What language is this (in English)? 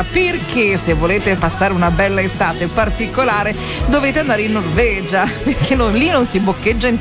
Italian